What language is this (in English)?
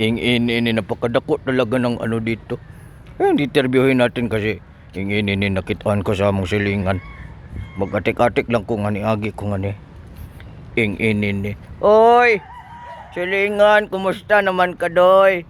Cebuano